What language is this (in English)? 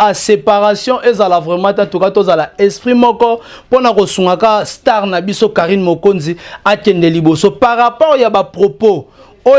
Lingala